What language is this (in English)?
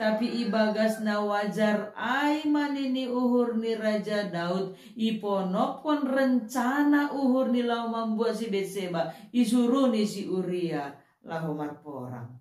Batak Simalungun